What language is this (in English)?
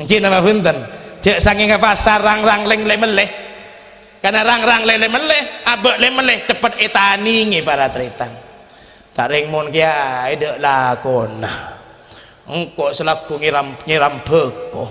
Madurese